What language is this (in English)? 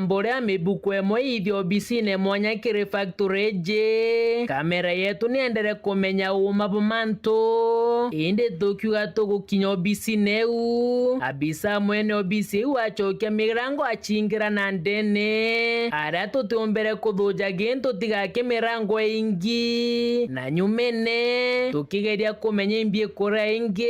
Meru